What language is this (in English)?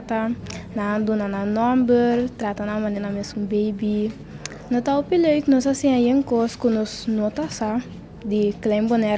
Papiamento